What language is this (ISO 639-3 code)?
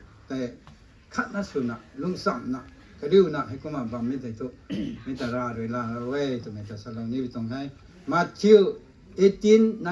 nbu